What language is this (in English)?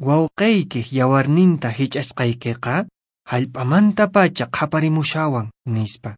Quechua